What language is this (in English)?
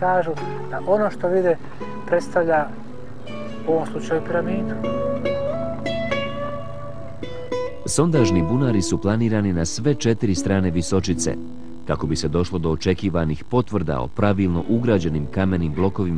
Bosnian